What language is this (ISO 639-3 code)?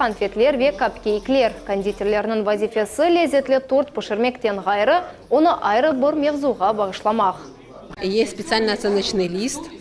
crh